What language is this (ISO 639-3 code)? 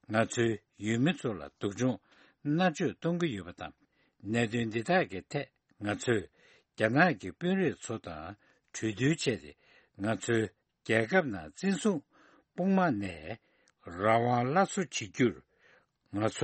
bod